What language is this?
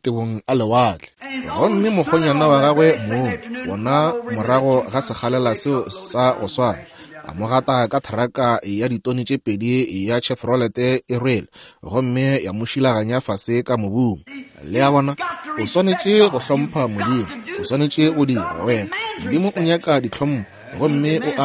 Northern Sotho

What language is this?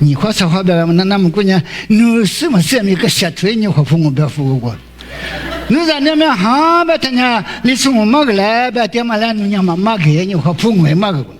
Lisu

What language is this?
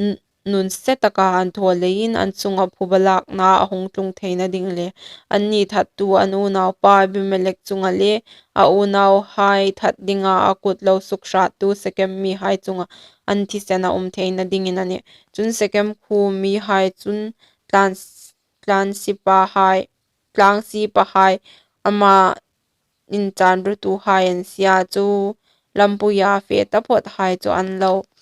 Hmar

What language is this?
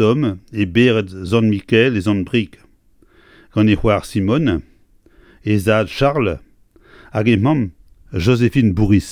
Breton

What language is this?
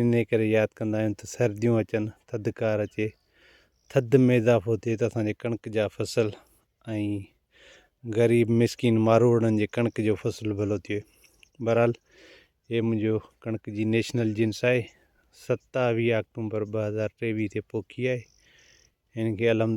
Sindhi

